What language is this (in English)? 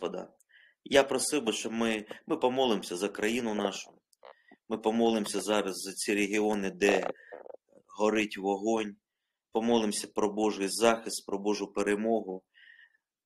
Ukrainian